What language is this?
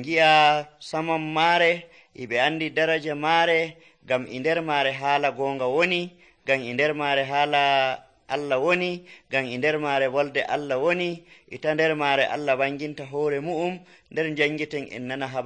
Nigerian Fulfulde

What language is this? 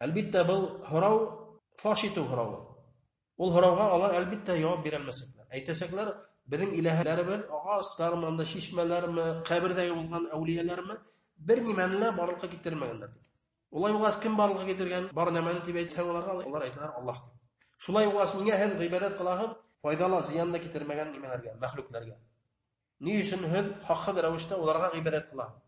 Bashkir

